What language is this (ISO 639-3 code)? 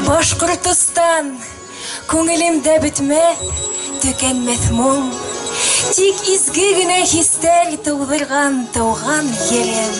bak